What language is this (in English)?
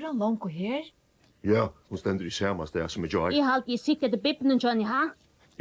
Faroese